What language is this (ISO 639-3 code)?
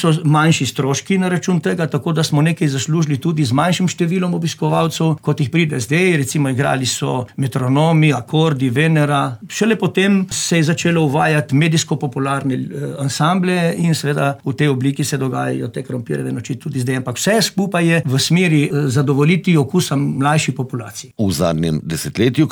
slv